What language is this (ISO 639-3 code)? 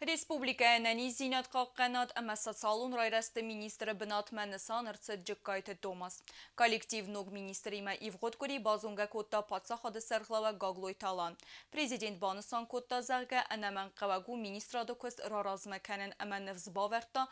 oss